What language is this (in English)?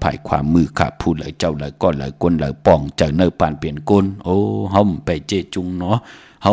Shan